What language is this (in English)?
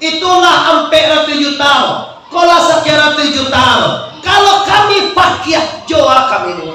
Minangkabau